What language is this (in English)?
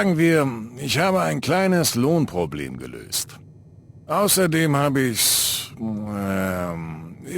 Bavarian